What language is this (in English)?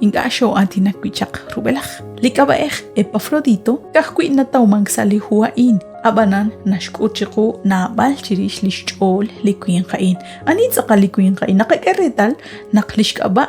Kekchí